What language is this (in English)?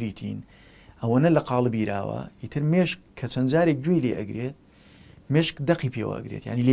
Central Kurdish